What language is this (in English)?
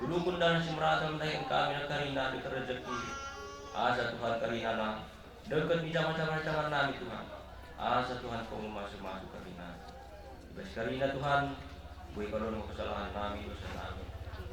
Batak Karo